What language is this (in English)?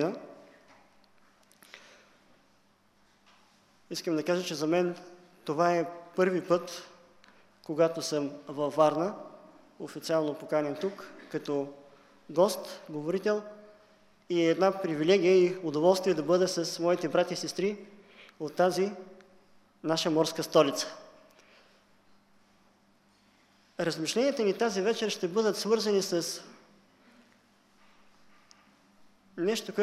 Bulgarian